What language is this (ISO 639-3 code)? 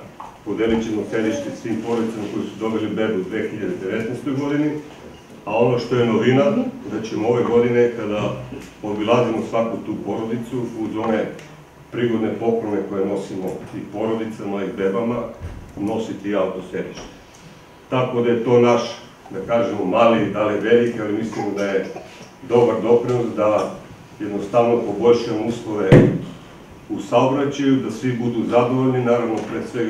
srp